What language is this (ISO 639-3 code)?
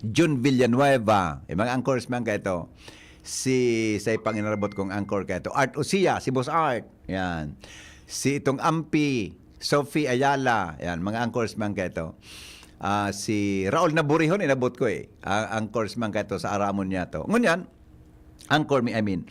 bik